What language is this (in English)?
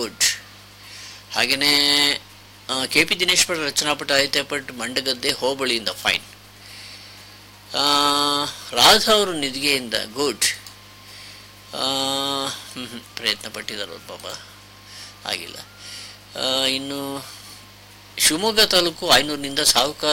Kannada